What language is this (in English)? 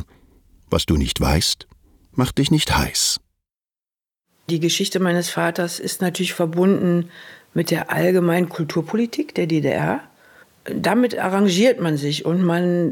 German